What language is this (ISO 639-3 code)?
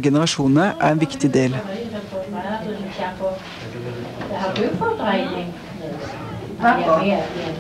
nor